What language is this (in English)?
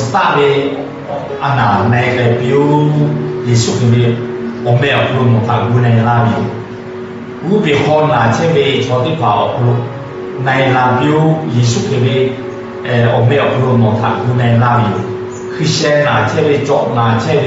Lahu